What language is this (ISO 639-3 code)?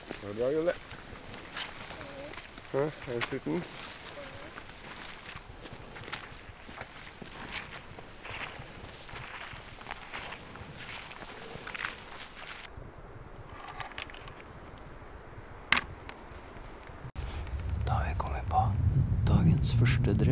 nor